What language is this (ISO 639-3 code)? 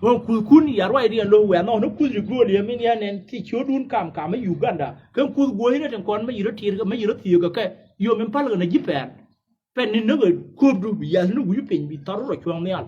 nus